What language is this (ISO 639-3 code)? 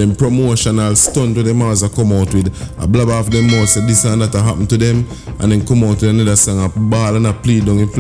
jam